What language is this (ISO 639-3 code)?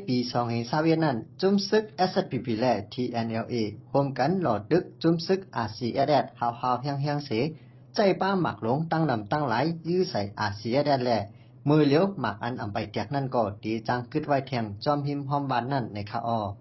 shn